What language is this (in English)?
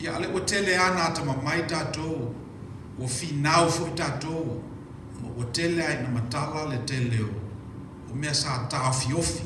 Samoan